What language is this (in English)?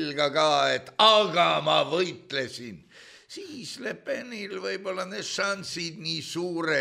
Estonian